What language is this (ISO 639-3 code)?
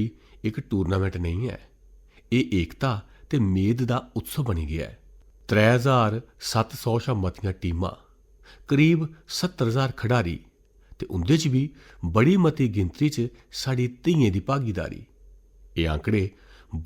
doi